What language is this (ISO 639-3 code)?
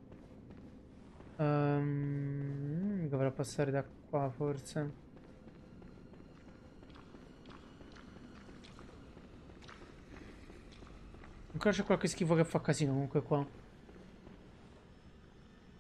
ita